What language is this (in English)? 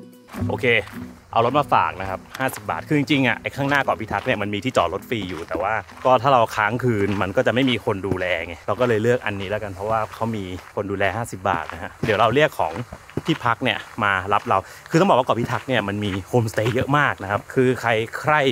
Thai